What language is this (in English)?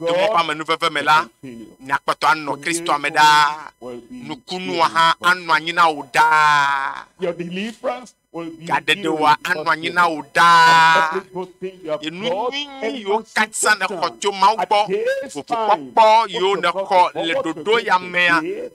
Ewe